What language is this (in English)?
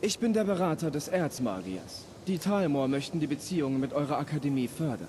Bavarian